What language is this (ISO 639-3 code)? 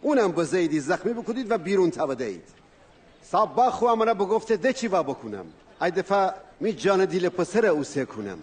glk